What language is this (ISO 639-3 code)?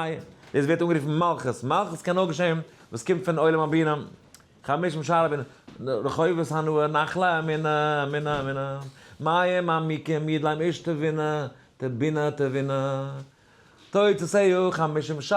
yid